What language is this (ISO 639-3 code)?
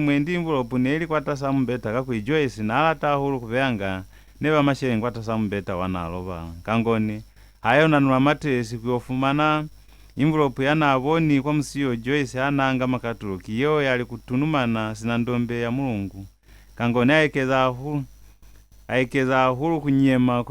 loz